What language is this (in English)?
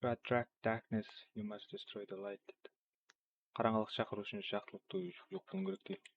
Kara-Kalpak